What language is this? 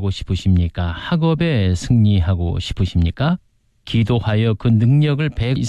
Korean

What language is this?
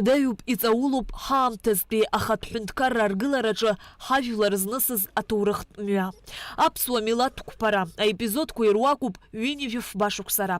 Abkhazian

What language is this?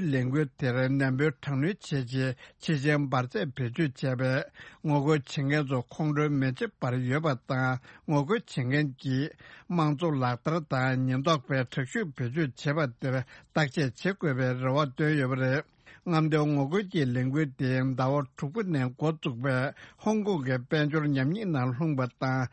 Tibetan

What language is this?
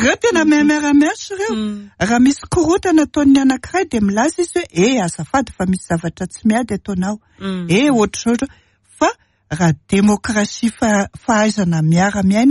Malagasy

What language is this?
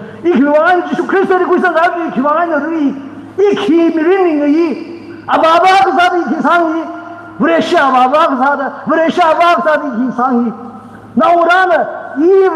Tangkhul Naga (India)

